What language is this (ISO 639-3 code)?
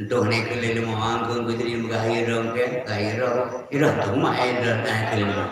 ace